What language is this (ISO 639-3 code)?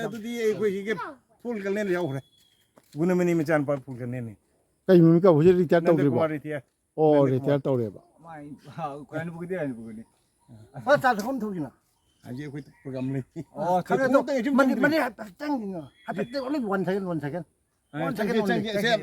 mni